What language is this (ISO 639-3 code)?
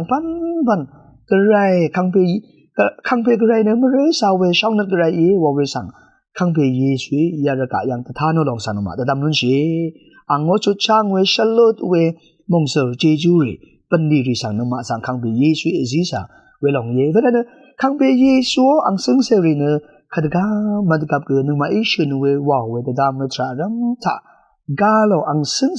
raw